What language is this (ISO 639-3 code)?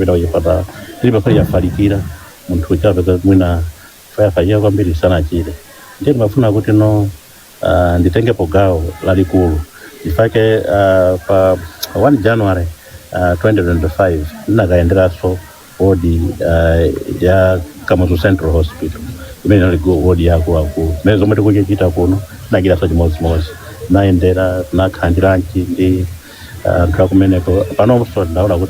nya